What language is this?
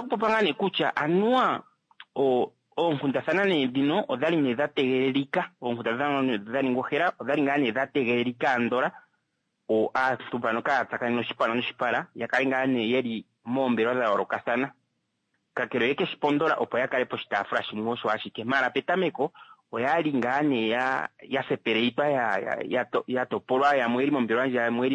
Kuanyama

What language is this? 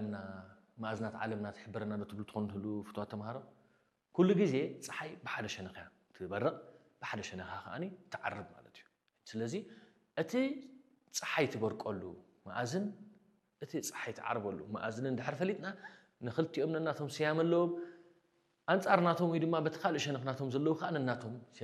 Tigrinya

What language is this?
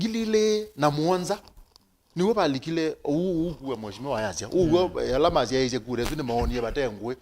Kamba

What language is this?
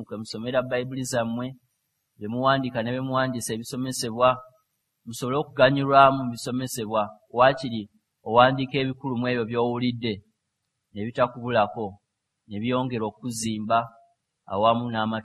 Ganda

